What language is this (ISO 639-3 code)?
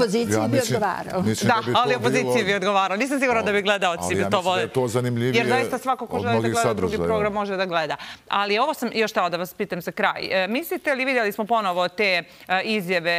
srp